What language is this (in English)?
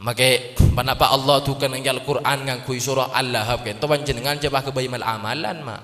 Madurese